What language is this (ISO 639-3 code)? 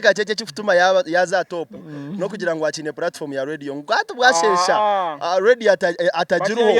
nyn